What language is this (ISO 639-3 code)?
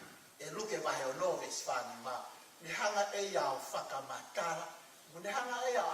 ton